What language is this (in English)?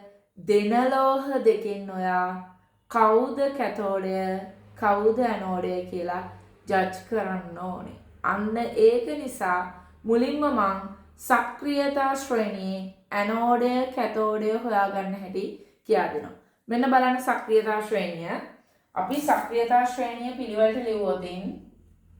Sinhala